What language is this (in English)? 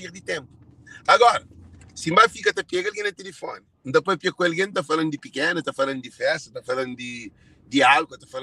Kabuverdianu